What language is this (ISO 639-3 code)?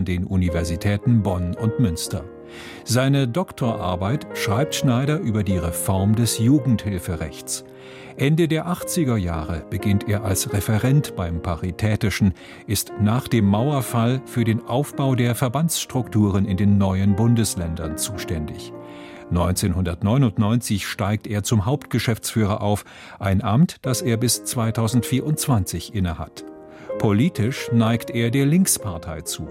deu